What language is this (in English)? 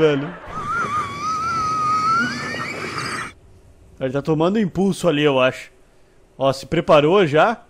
Portuguese